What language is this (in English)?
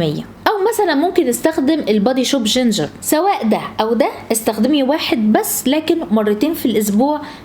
Egyptian Arabic